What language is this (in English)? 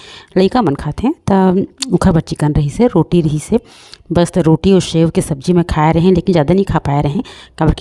Chhattisgarhi